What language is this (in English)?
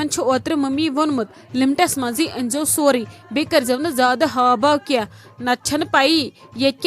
Kashmiri